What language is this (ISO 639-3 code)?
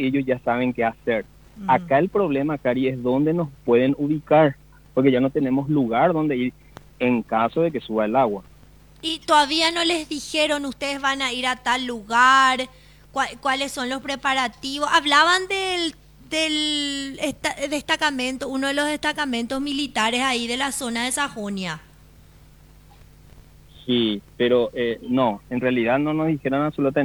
spa